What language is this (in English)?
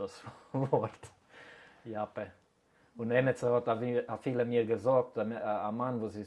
Yiddish